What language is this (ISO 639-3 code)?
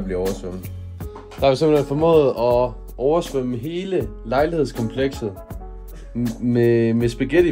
dan